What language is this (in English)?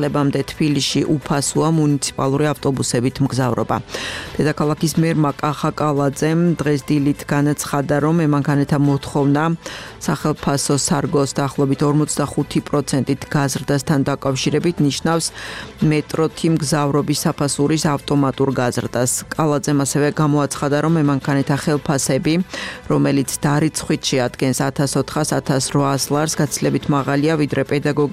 Georgian